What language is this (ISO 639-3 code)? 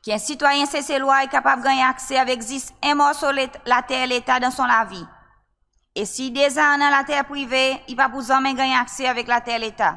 crs